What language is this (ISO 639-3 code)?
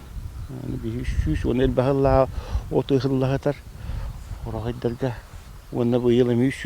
sah